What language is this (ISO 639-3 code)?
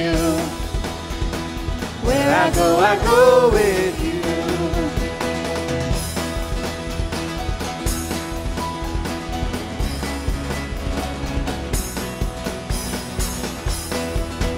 eng